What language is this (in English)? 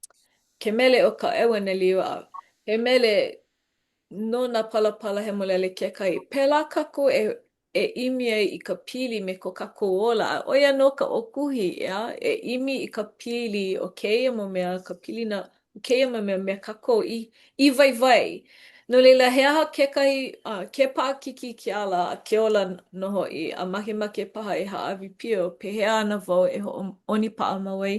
Hawaiian